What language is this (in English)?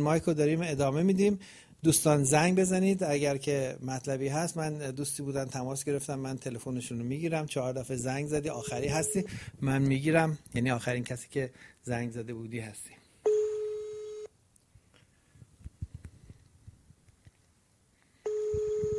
Persian